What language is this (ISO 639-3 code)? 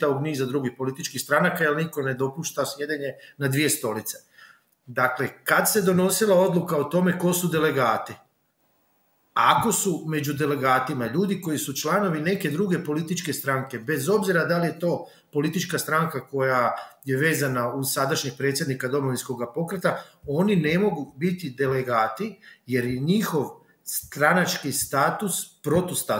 hrv